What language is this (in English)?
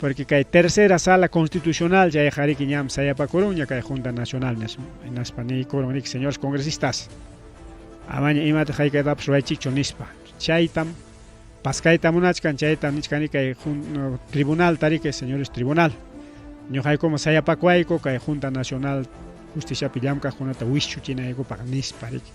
Ayacucho Quechua